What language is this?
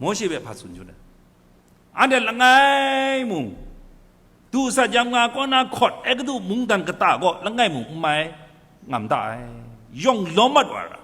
Kachin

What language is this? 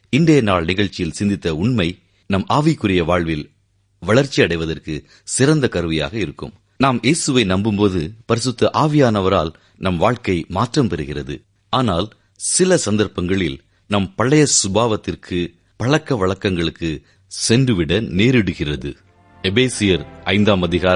Tamil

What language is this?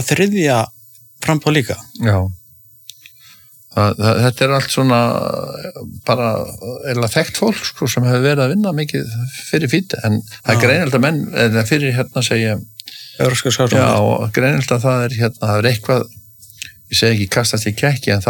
Icelandic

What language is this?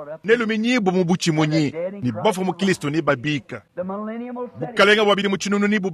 Luba-Lulua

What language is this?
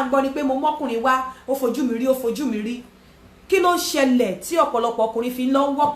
Yoruba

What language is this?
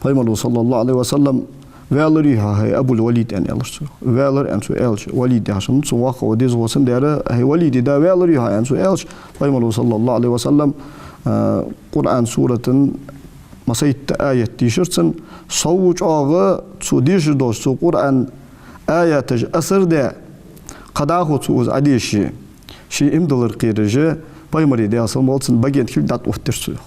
Ingush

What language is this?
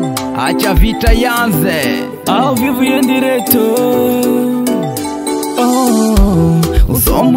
Makhuwa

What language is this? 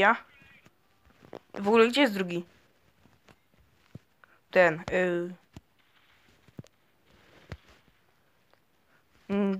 Polish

